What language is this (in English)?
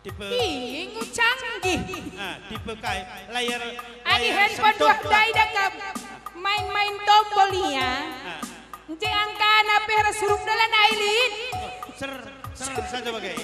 Batak Karo